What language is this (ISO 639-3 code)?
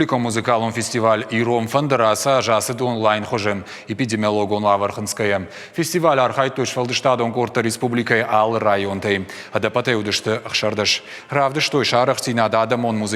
oss